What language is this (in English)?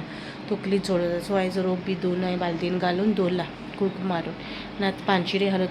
Konkani